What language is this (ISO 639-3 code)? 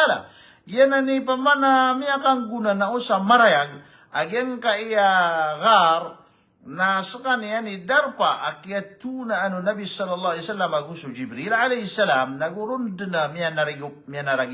mrw